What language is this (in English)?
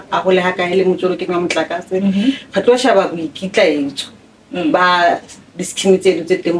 Southern Sotho